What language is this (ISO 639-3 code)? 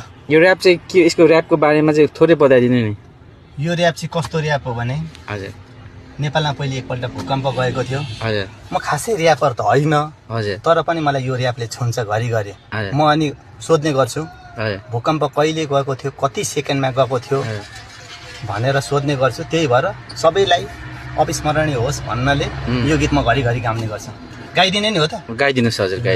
nep